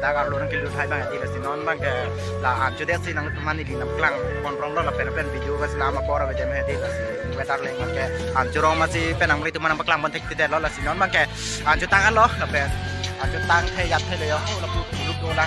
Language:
Karbi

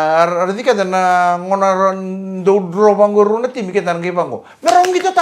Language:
Fijian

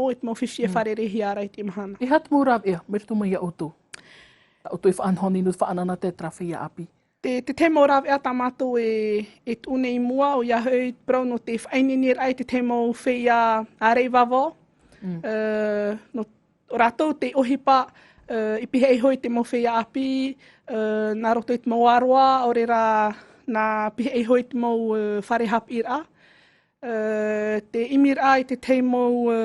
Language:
Tahitian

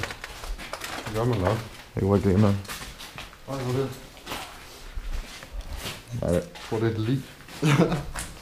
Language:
Danish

